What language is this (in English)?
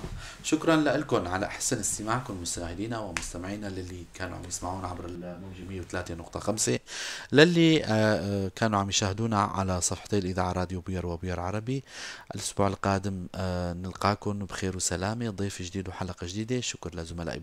North Levantine Arabic